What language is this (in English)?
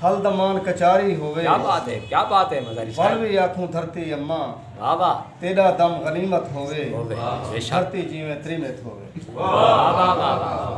Saraiki